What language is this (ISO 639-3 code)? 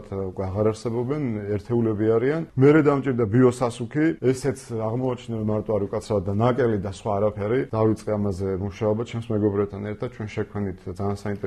kat